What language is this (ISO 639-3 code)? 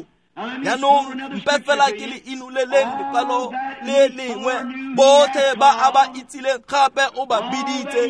tsn